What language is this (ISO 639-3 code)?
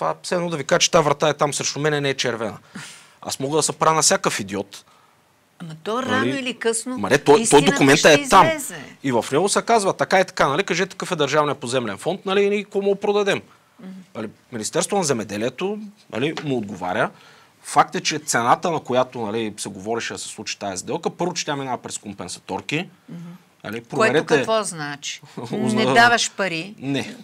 bul